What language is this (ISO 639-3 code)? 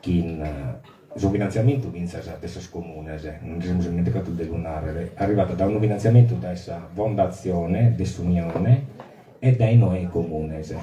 srd